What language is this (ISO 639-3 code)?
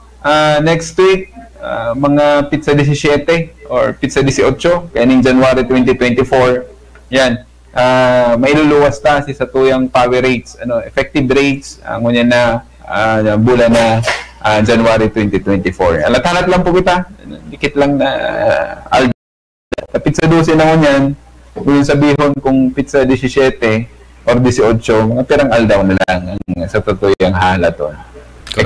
bik